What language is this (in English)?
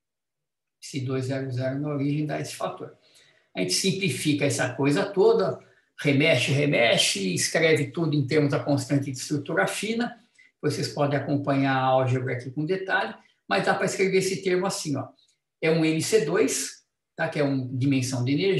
Portuguese